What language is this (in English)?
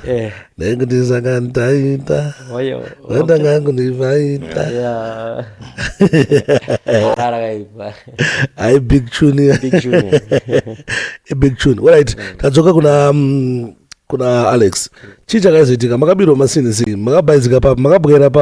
Shona